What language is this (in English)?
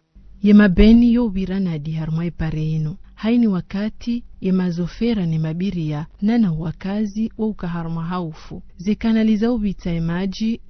Ngazidja Comorian